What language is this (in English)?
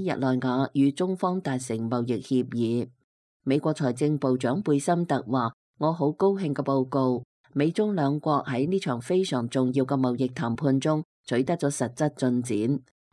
Cantonese